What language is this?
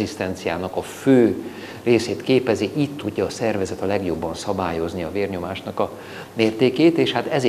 Hungarian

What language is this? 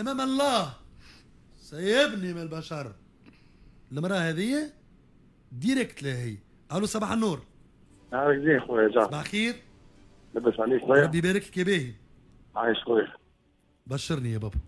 Tunisian Arabic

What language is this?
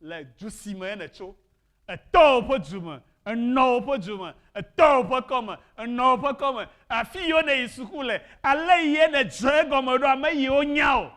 Ewe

